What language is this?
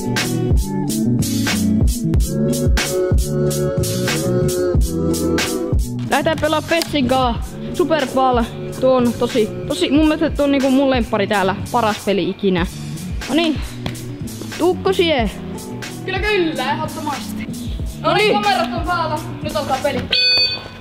Finnish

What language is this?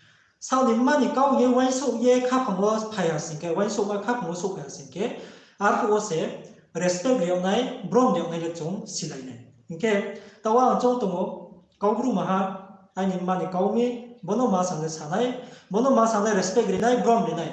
Riang (India)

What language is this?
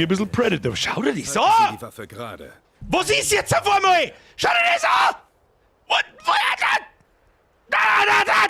Bavarian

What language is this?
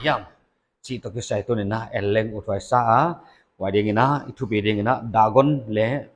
Paite Chin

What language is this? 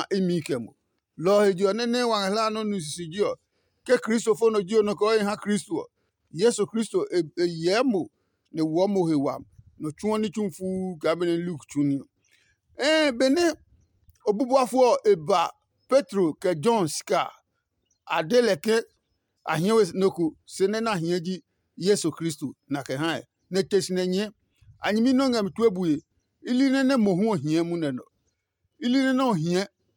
Adangme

